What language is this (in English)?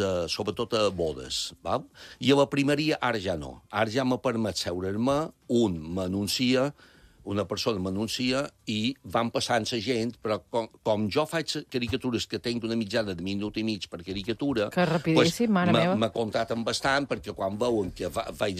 Catalan